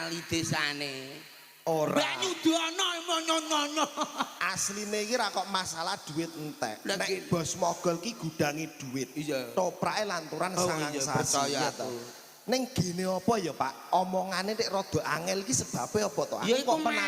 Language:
Javanese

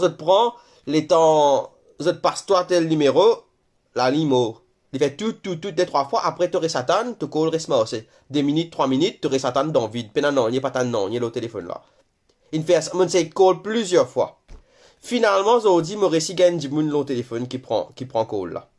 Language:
Morisyen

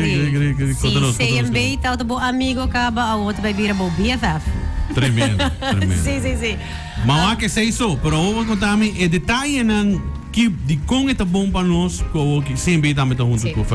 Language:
Papiamento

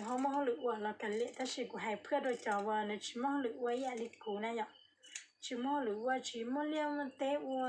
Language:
Hmong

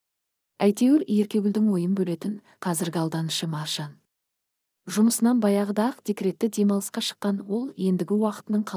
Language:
Kazakh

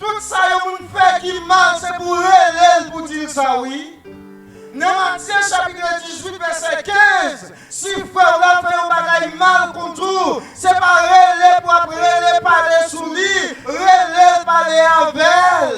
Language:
Haitian Creole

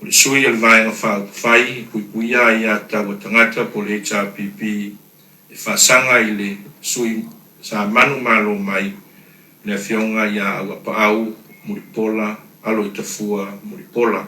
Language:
Samoan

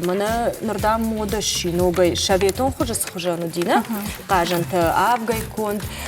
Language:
Ossetic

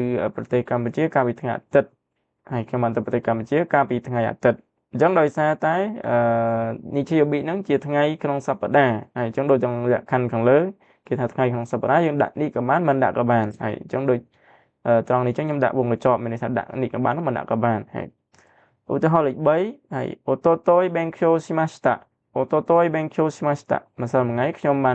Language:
Khmer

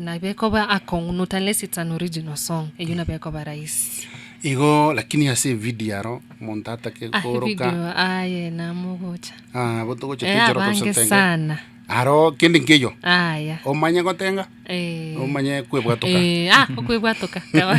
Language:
Gusii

